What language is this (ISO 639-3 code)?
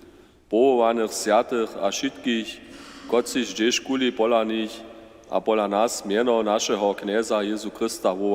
hsb